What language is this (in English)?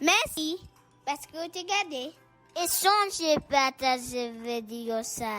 Haitian Creole